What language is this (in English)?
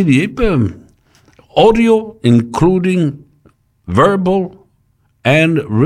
Samoan